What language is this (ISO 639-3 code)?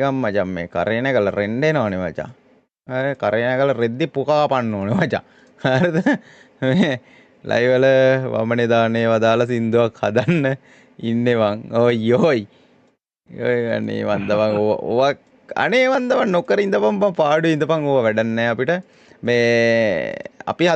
sin